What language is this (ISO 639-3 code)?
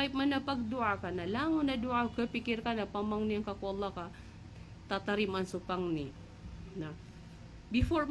mrw